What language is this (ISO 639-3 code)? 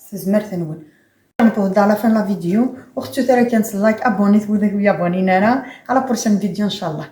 kab